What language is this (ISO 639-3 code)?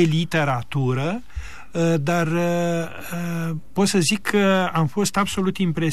ron